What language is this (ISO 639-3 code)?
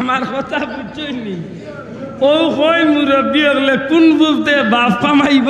syl